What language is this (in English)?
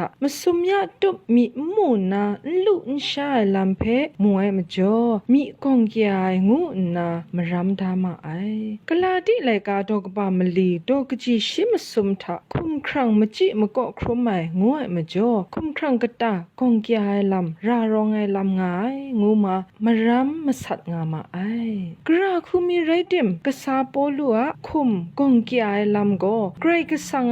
Kachin